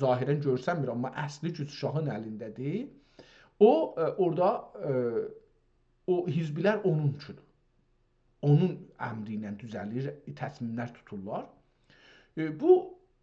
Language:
South Azerbaijani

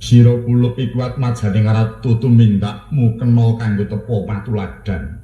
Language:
Javanese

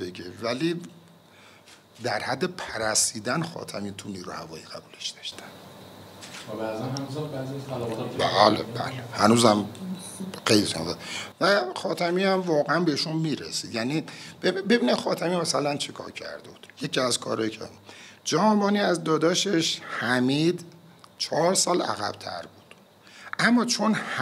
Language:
Persian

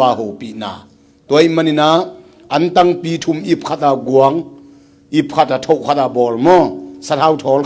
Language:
Tedim Chin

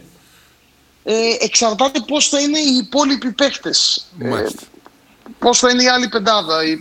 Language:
Greek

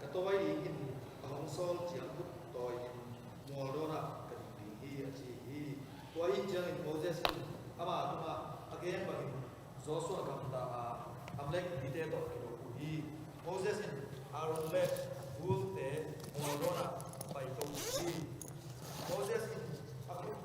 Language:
Tedim Chin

